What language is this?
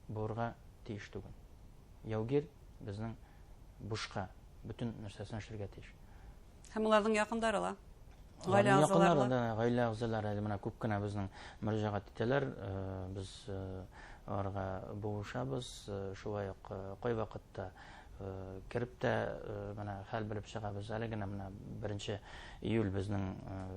Bashkir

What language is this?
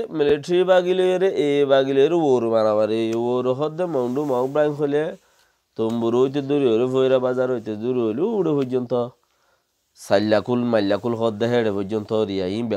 Rohingya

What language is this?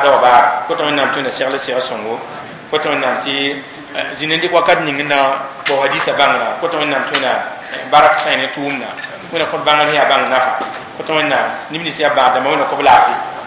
Mossi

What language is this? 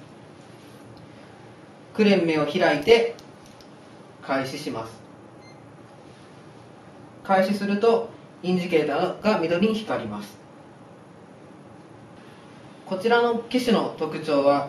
Japanese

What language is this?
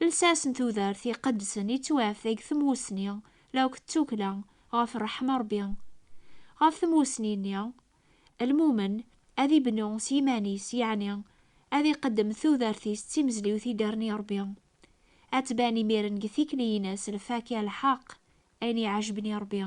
Kabyle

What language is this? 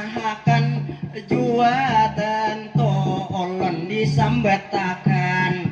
Banjar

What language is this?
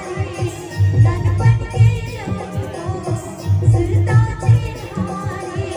Chhattisgarhi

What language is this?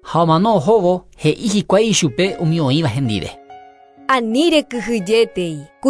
Guarani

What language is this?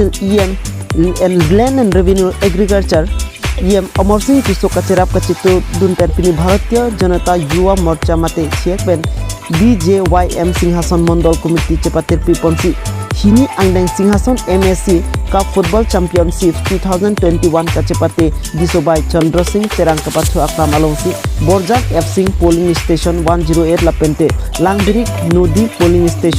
Karbi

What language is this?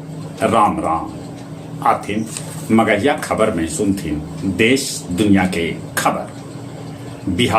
Magahi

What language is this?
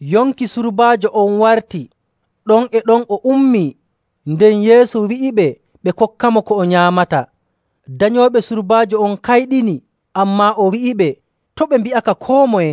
Nigerian Fulfulde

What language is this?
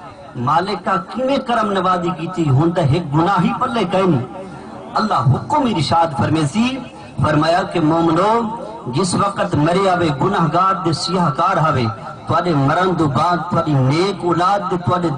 Saraiki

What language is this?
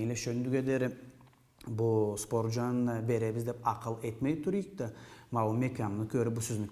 Karachay-Balkar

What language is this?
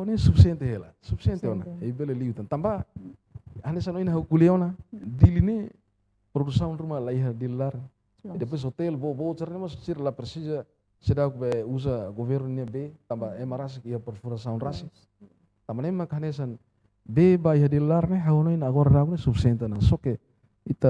Tetum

